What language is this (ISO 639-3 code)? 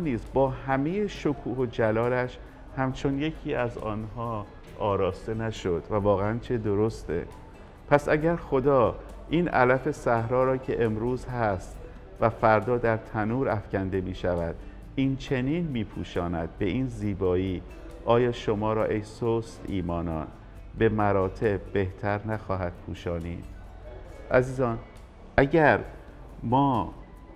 fas